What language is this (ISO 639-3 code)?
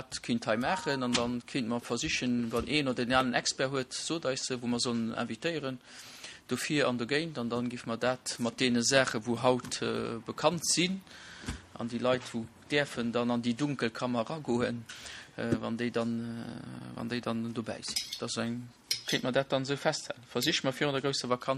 ltz